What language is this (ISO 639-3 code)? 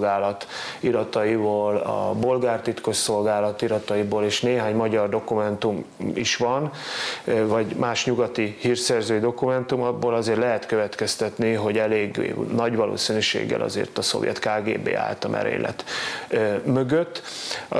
hun